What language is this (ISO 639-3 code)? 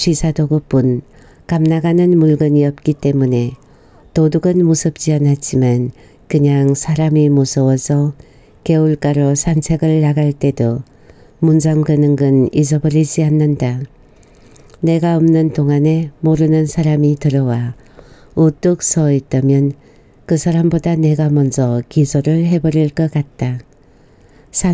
kor